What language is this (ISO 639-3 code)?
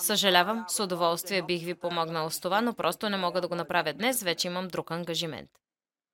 bul